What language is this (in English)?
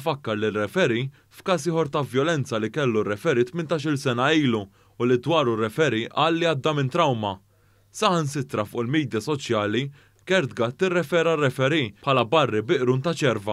Maltese